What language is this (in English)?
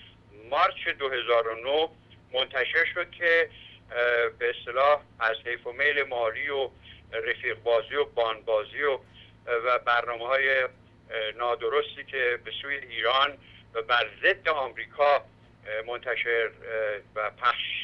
Persian